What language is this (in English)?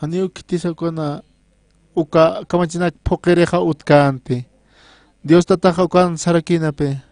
Aymara